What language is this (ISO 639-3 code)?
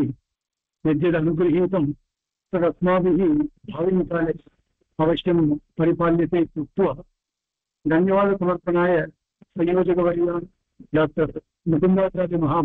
san